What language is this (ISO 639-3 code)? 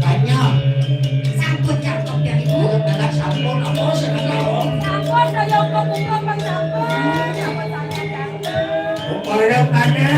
ban